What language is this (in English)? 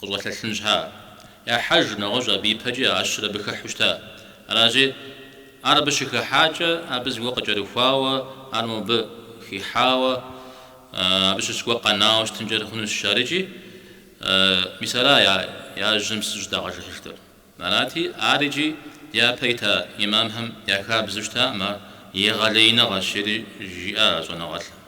Kabardian